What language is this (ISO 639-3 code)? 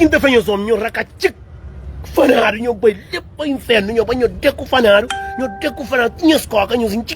kea